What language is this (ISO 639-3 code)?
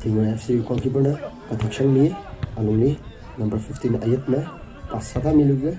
nmf